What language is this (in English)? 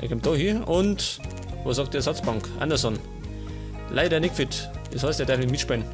Bavarian